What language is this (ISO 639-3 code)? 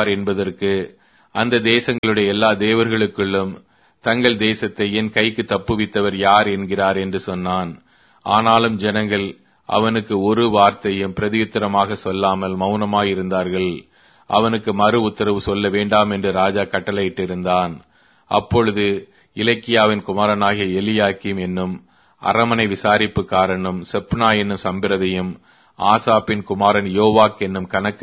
tam